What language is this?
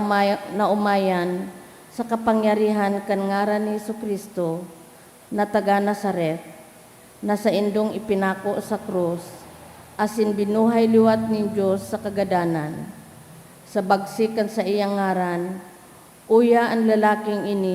Bikol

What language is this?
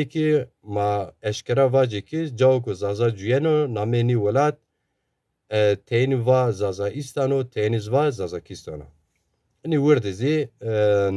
Zaza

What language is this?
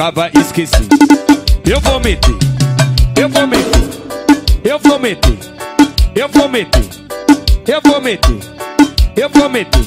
Portuguese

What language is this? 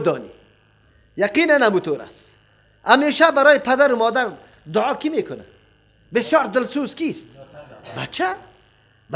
Persian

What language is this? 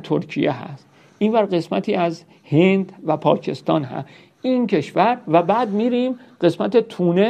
Persian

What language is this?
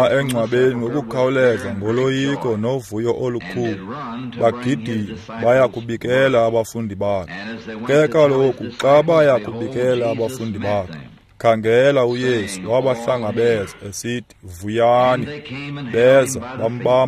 Xhosa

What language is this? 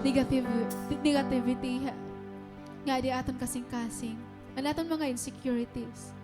Waray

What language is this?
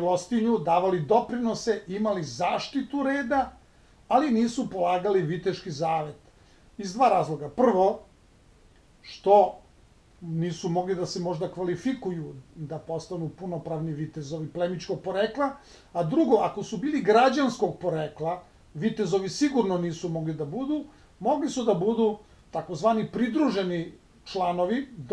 Serbian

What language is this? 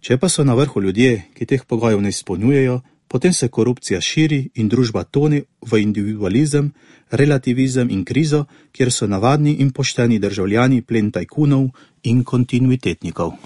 Slovenian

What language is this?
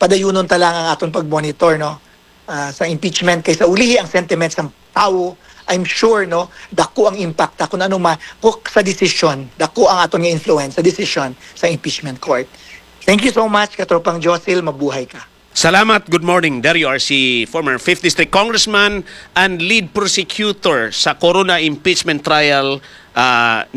Hiligaynon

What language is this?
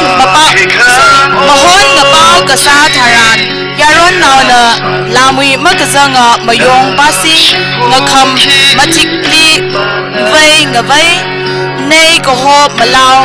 Tangkhul Naga (India)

